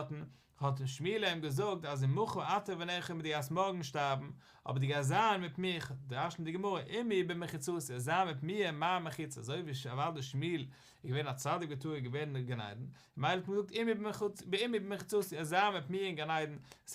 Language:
Yiddish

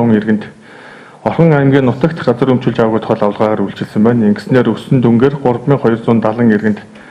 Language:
Mongolian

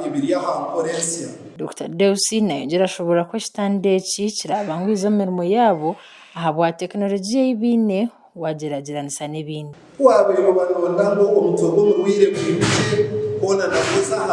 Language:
Nyankole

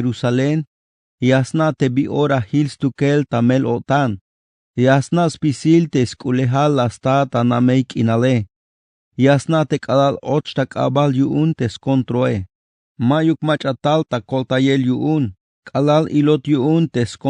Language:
Tzeltal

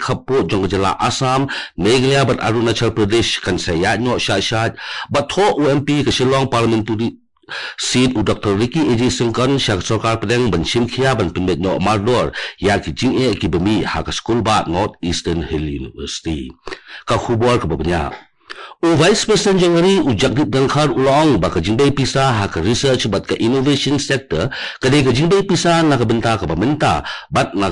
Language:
Khasi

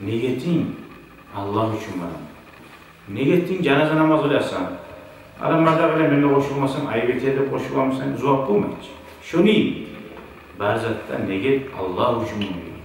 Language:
Kumyk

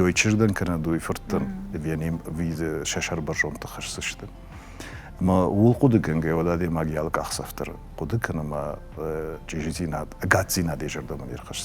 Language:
Ossetic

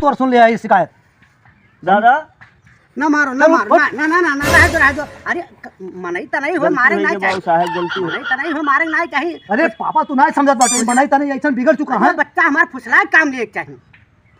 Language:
Awadhi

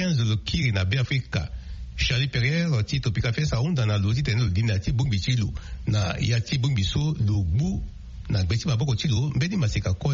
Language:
Sango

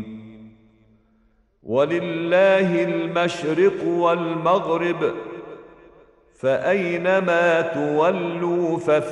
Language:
Arabic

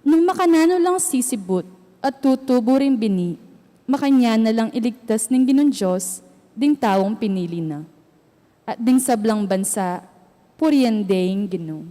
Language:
Pampanga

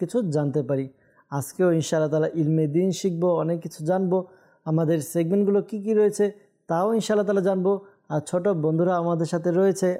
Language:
Bangla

